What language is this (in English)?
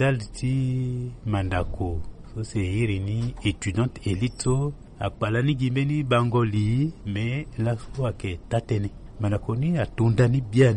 Sango